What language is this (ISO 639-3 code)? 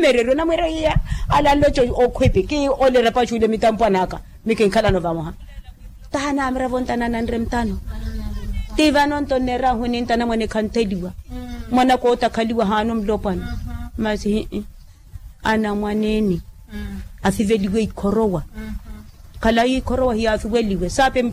vmw